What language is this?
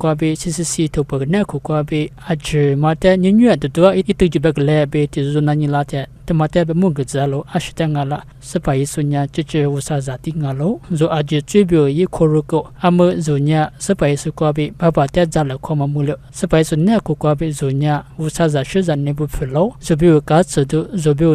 Lisu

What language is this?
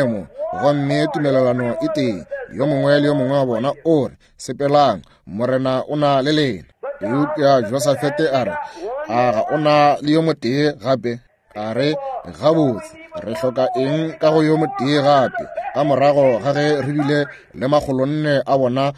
Northern Sotho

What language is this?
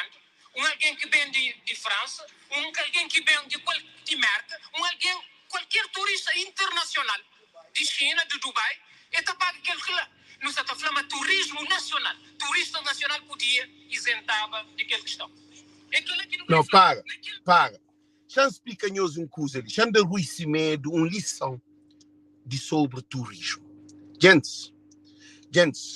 Kabuverdianu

